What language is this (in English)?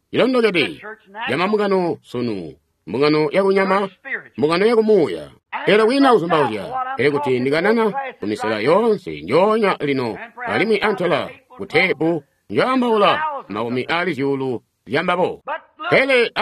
Tonga (Zambia)